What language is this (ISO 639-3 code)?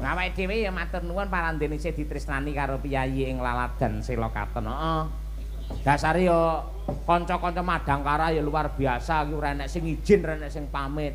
jav